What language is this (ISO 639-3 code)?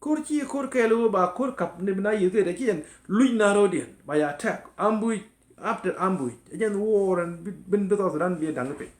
nus